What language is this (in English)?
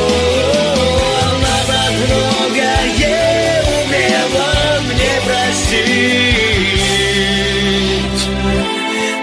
Russian